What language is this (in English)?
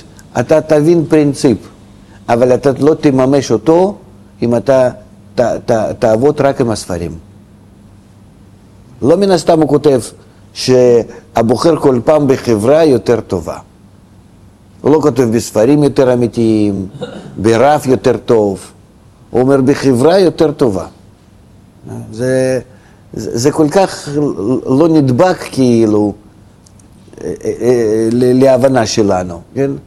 Hebrew